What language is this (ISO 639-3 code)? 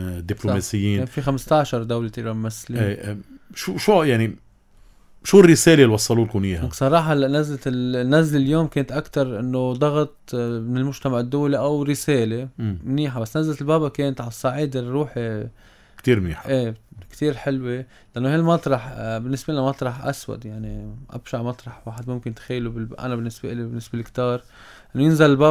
apc